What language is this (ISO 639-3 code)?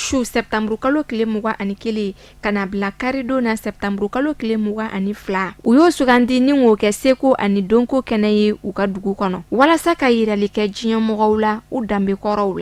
bam